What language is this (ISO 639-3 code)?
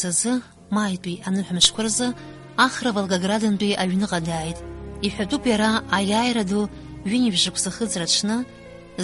abk